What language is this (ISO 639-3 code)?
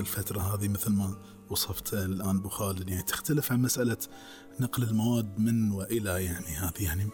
afb